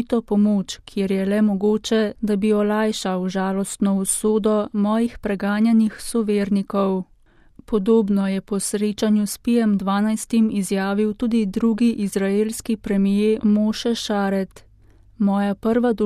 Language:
Slovenian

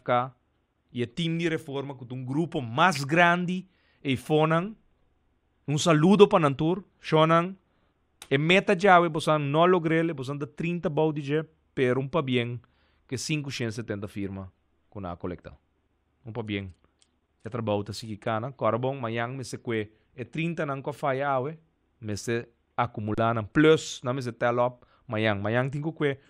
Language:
Papiamento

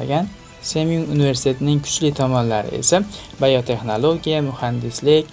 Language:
Uzbek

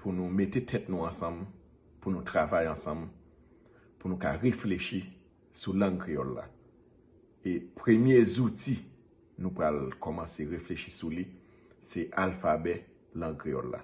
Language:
Haitian Creole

